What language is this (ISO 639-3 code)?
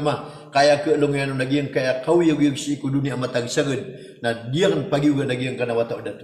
mrw